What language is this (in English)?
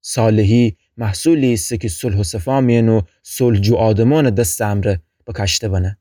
Gilaki